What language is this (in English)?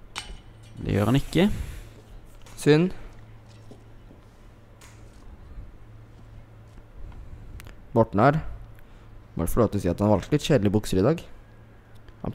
Norwegian